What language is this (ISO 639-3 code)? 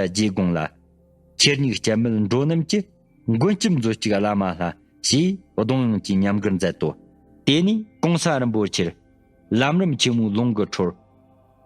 bod